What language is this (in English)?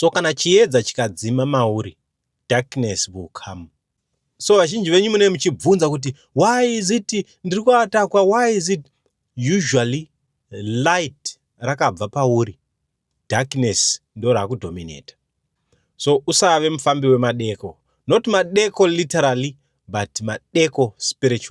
Shona